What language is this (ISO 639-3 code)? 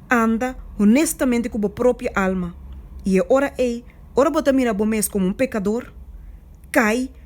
pap